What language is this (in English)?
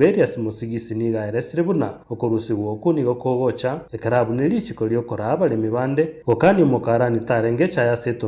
Gusii